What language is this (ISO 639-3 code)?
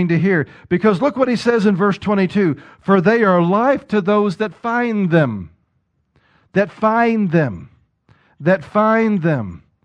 eng